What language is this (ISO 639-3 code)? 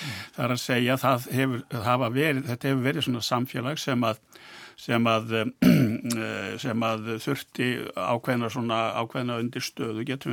isl